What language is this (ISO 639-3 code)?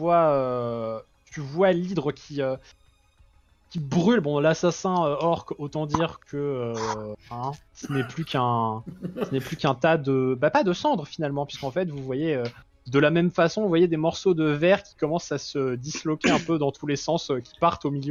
fra